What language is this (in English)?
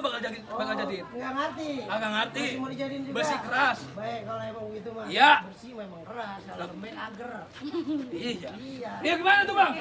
Betawi